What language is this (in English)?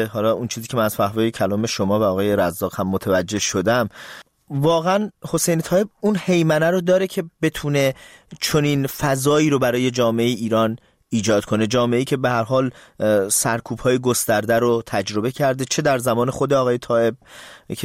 Persian